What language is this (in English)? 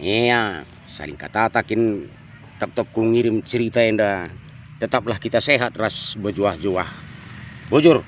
Batak Karo